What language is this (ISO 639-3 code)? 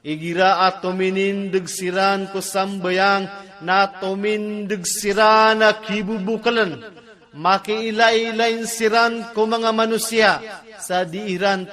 mrw